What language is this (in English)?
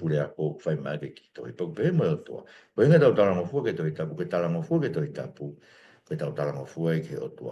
Tongan